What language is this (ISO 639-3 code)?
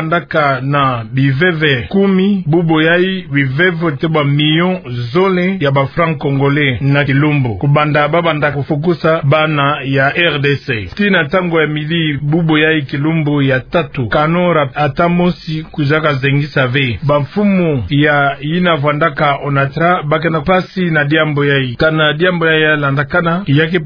ktu